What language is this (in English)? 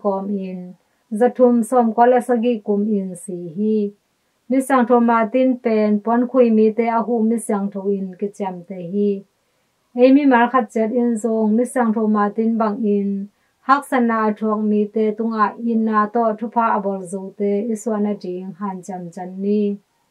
Tedim Chin